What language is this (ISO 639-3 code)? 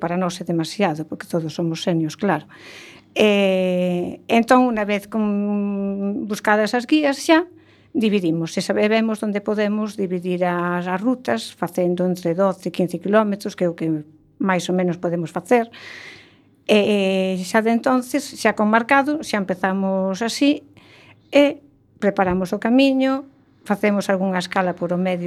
glg